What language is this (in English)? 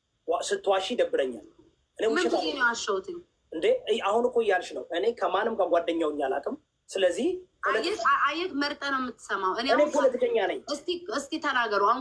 Amharic